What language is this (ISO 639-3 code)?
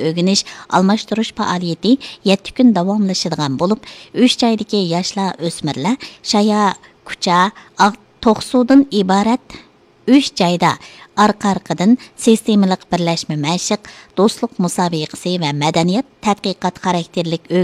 uig